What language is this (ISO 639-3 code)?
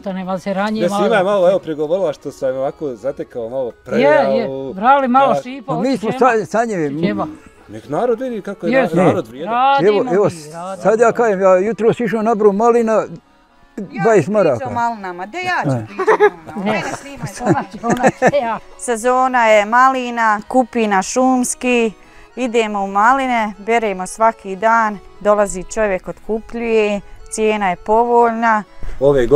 bos